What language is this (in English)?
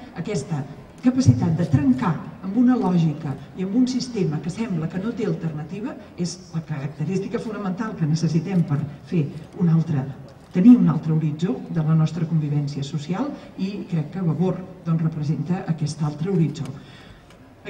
Catalan